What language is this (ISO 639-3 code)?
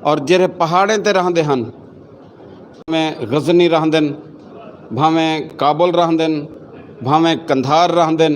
lah